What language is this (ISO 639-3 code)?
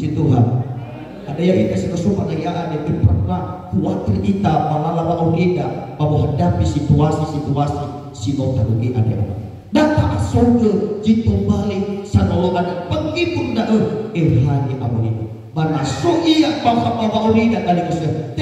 nia